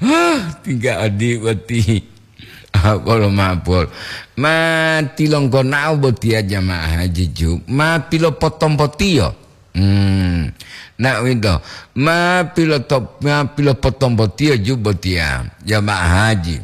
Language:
Gorontalo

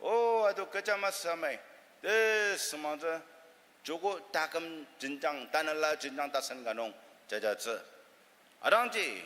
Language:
Ao Naga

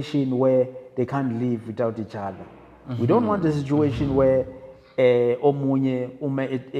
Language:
Zulu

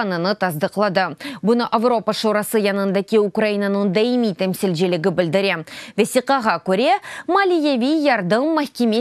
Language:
Crimean Tatar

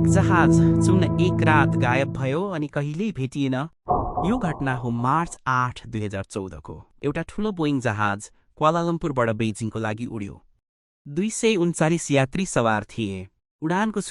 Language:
Nepali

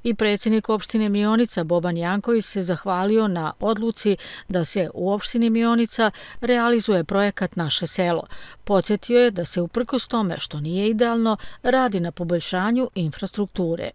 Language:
Serbian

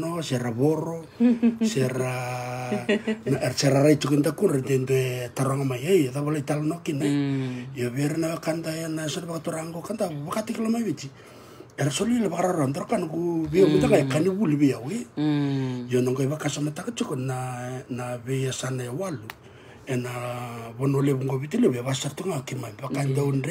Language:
Fijian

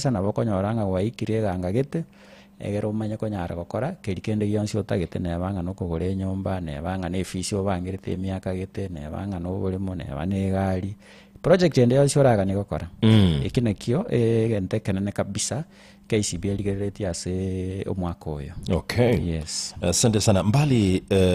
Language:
Gusii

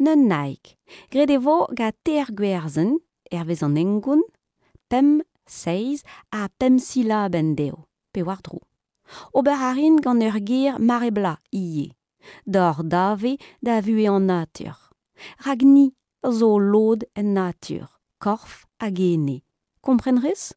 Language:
Breton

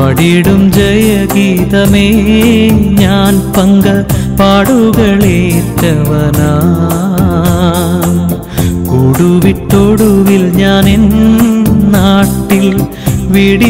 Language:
Malayalam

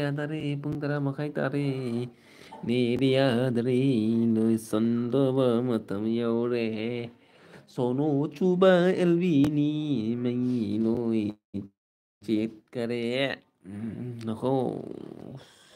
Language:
Manipuri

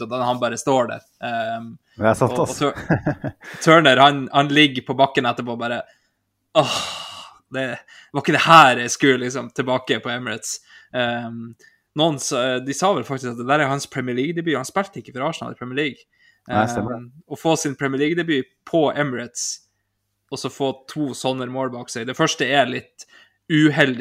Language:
Norwegian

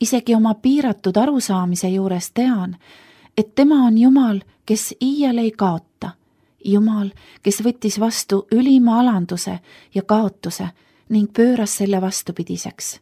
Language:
Estonian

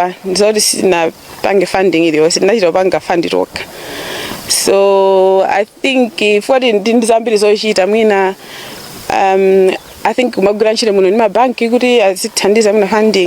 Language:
Nyanja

